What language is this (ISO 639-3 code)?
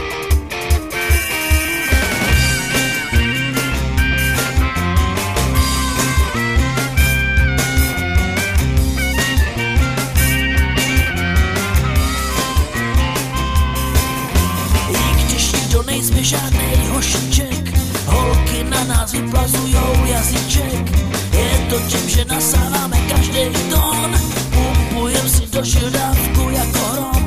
ces